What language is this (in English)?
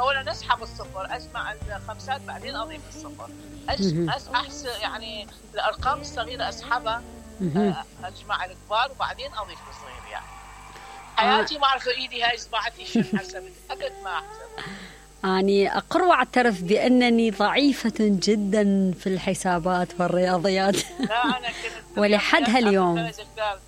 Mesopotamian Arabic